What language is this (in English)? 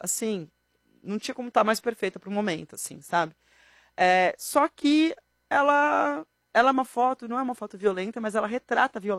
Portuguese